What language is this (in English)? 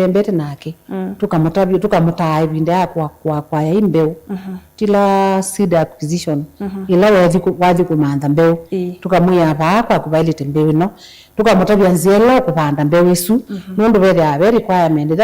Kamba